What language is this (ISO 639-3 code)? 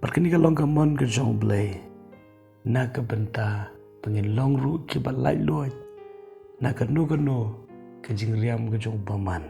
kha